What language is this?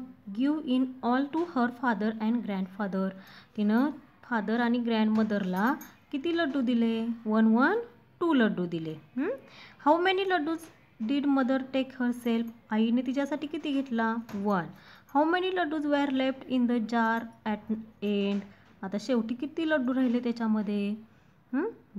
Marathi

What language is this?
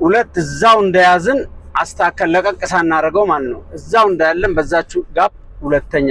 Amharic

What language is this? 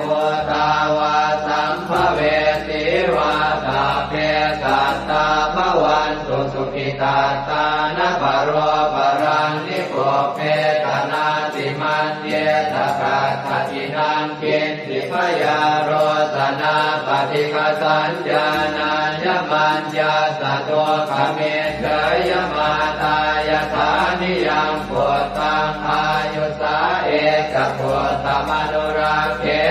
Pali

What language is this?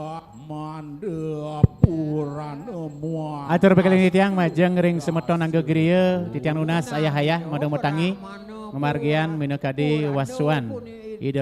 Balinese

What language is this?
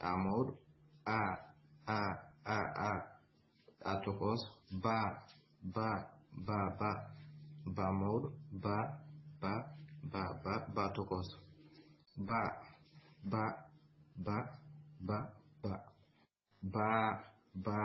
Fula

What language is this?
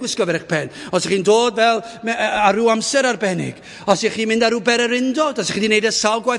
Welsh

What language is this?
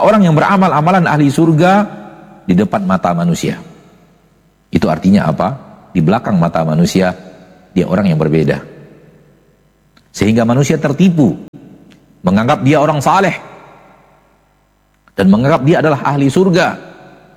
Indonesian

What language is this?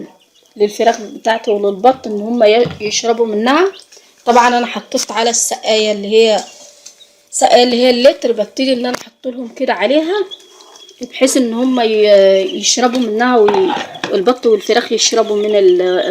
Egyptian Arabic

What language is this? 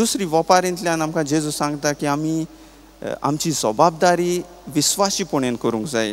Konkani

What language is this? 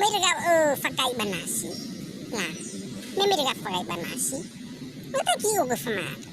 Nias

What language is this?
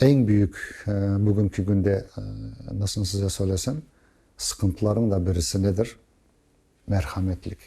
Crimean Tatar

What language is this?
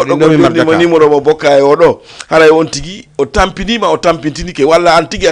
Fula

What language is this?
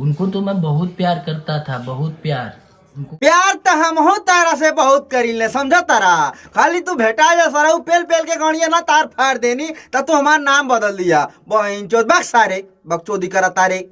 Bhojpuri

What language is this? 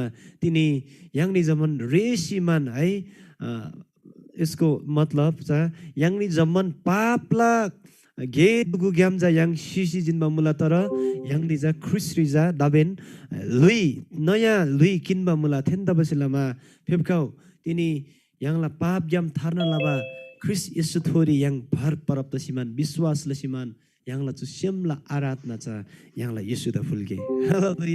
Eastern Tamang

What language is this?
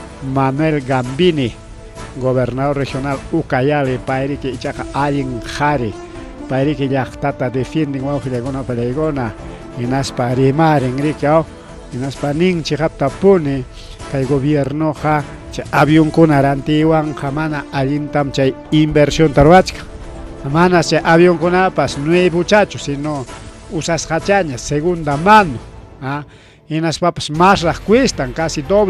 Ayacucho Quechua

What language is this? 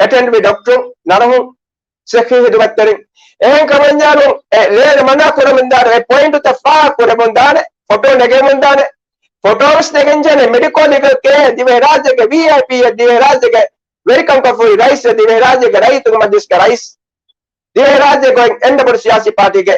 Divehi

